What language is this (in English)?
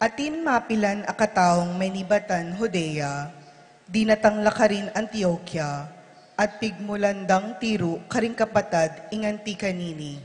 Pampanga